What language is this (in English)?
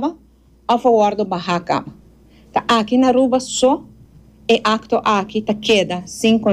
Papiamento